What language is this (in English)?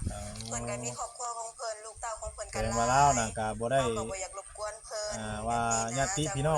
Northeastern Thai